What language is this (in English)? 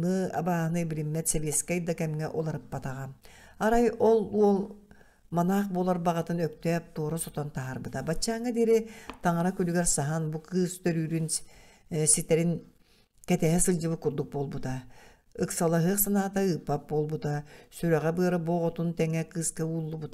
Yakut